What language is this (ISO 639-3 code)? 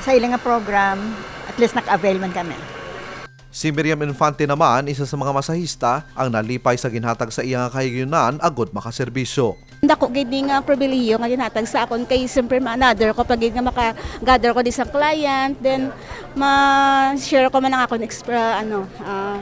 hil